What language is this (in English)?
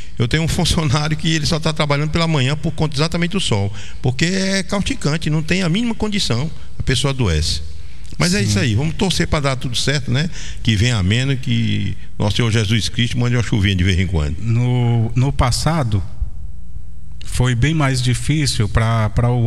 Portuguese